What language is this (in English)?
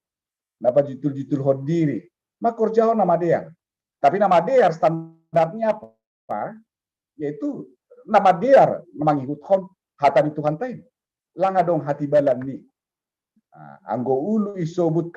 Batak Simalungun